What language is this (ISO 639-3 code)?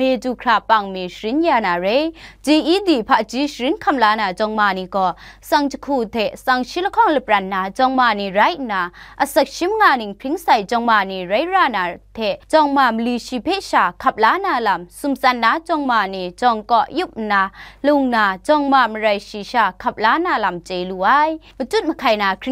kac